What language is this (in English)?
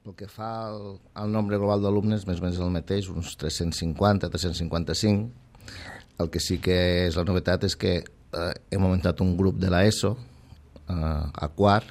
Catalan